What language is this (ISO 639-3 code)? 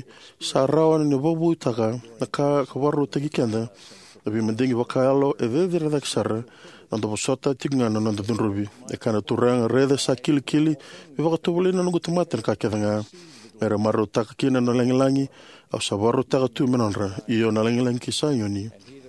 fij